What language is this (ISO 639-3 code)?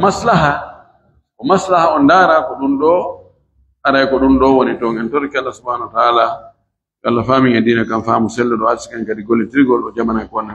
ful